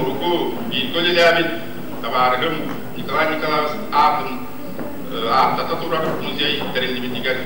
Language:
Yakut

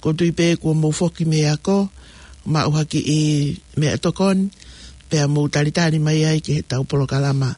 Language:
Tongan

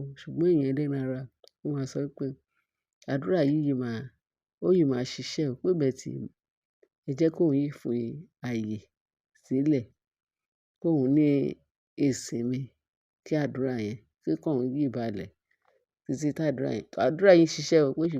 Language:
Yoruba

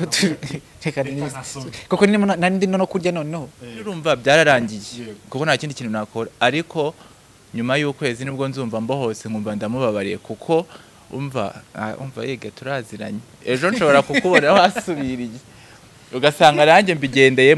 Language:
Kinyarwanda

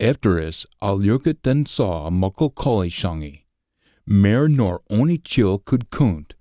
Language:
Scots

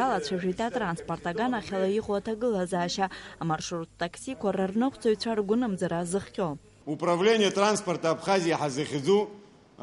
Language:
Abkhazian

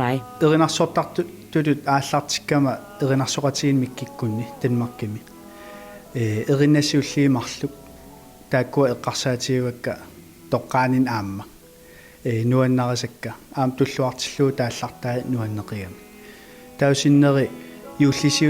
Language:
Kalaallisut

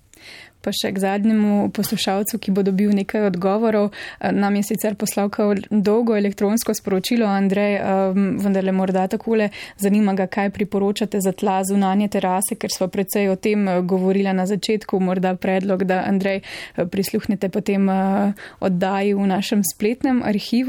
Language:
Slovenian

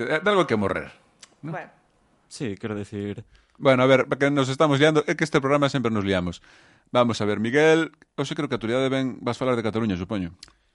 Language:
Galician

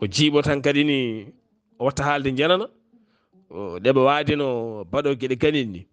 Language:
Fula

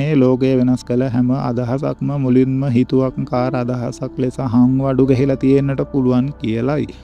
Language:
Sinhala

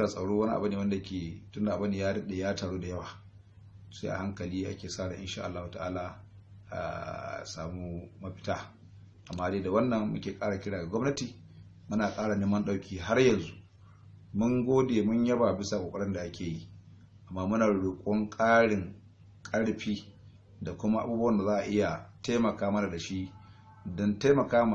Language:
Hausa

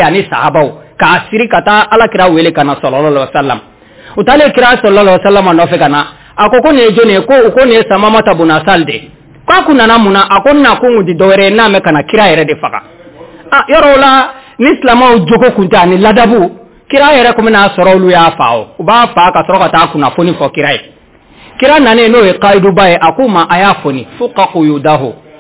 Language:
Bambara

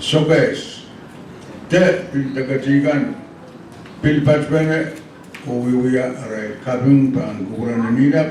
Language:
Pohnpeian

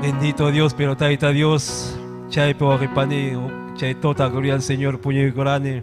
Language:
Ayacucho Quechua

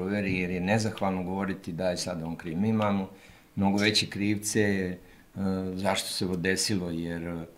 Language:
Serbian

